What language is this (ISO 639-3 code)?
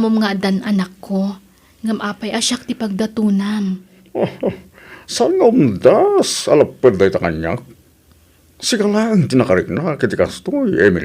ilo